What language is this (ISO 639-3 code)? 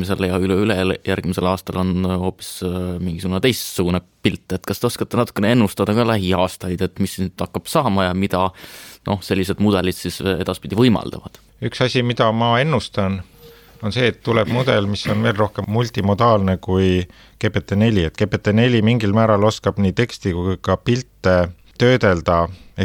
est